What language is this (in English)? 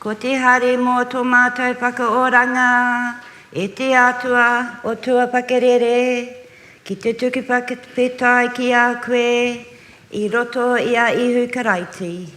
Māori